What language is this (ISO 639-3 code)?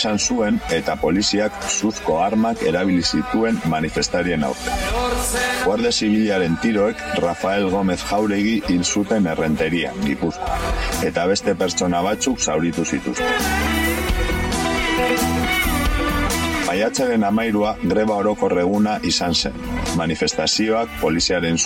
eus